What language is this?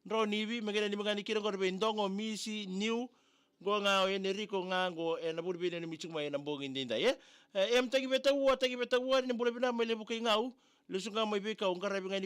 Fijian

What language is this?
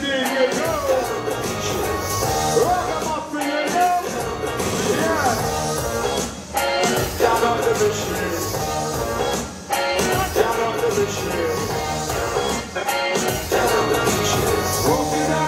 English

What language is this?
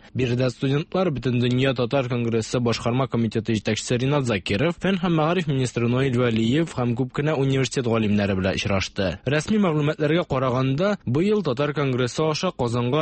Tatar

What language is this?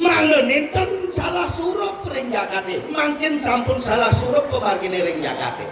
Balinese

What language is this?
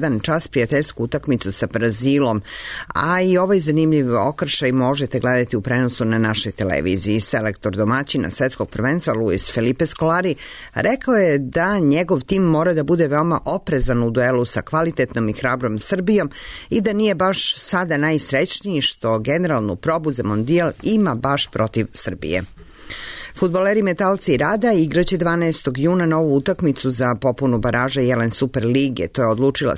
Serbian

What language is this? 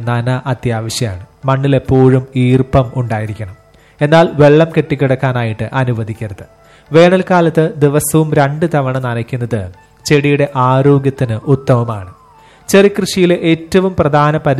Malayalam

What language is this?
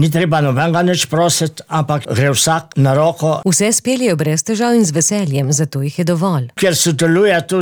Slovenian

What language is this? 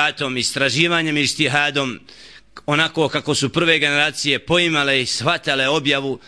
Bosnian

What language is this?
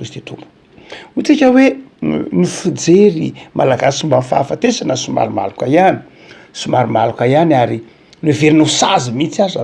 Malagasy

